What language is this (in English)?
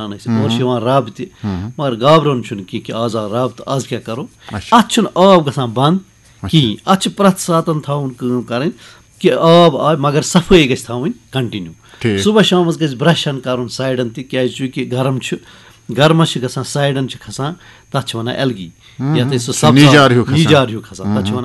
Kashmiri